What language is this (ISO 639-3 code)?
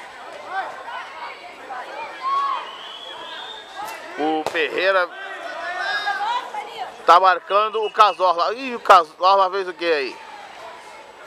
por